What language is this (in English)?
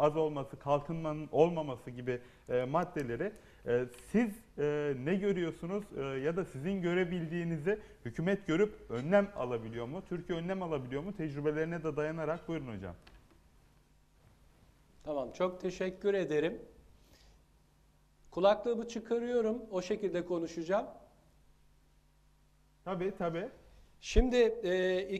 Turkish